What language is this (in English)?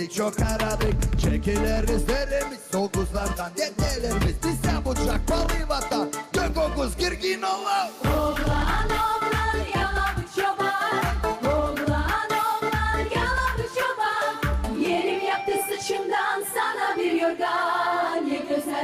Gagauz